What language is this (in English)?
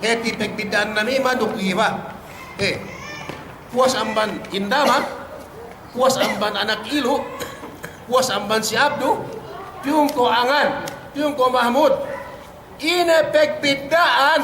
Yakan